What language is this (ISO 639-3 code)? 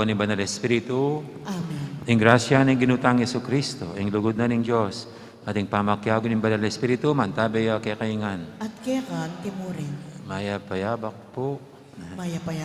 pam